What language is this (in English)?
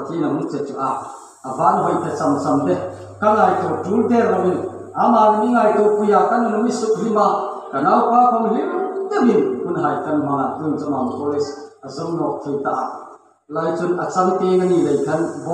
Hmar